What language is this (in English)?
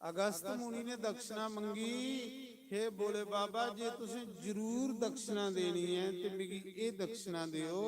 Dogri